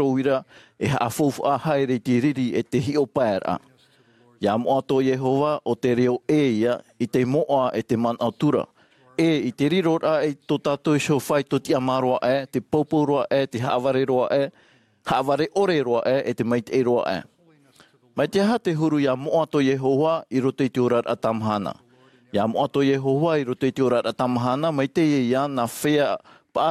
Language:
Tahitian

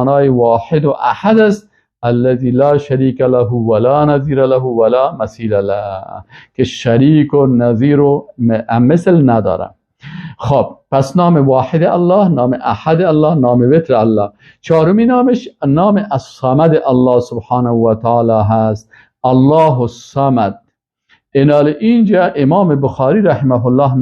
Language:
Persian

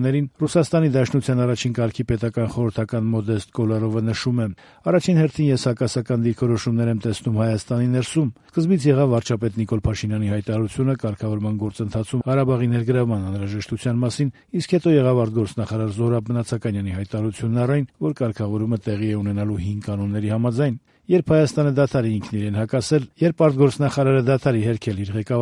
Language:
Armenian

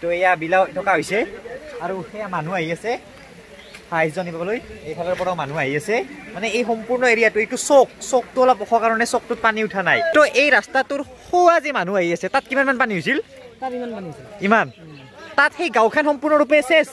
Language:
Assamese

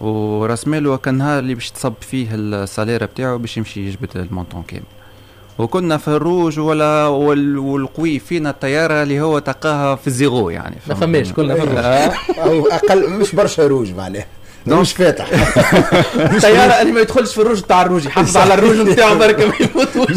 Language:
Tunisian Arabic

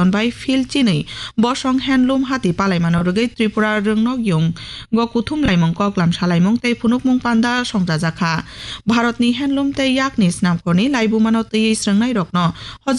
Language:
Kok Borok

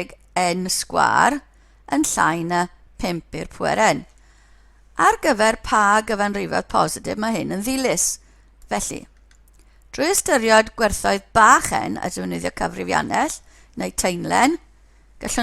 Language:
Welsh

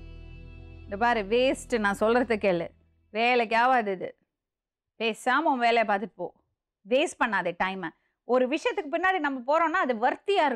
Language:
Tamil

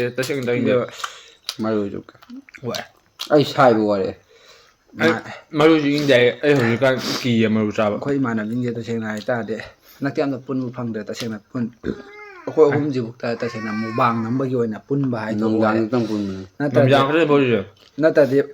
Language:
Manipuri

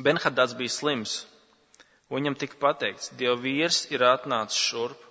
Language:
Latvian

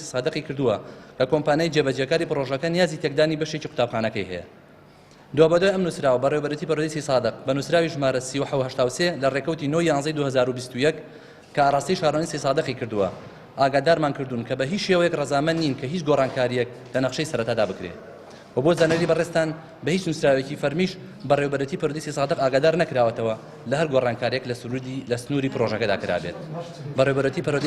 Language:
Central Kurdish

